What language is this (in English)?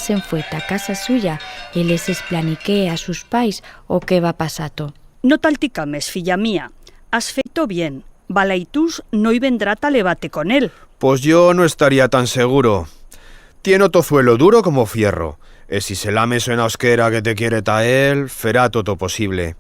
Aragonese